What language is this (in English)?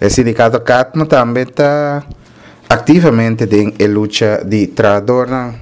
Papiamento